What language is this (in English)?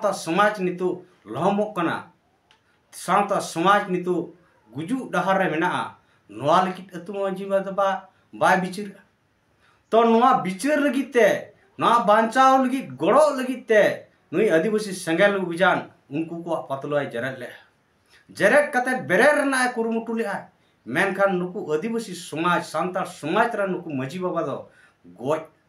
Santali